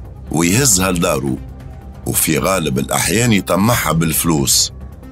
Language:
Tunisian Arabic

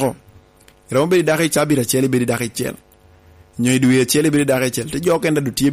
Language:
Lango (Uganda)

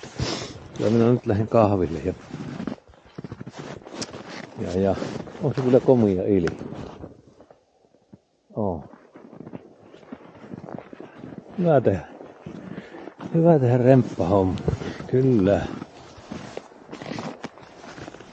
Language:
Finnish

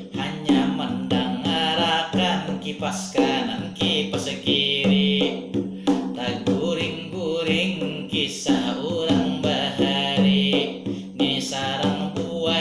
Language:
Banjar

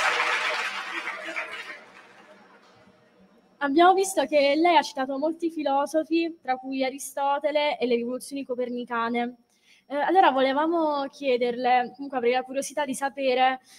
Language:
Italian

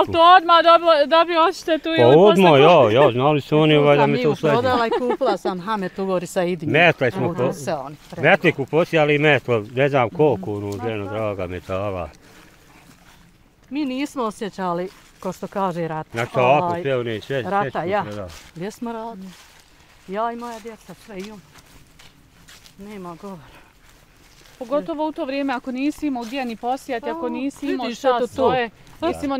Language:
Bosnian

